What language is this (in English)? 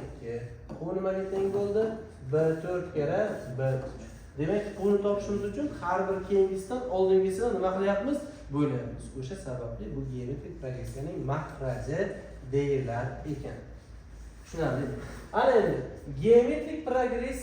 Uzbek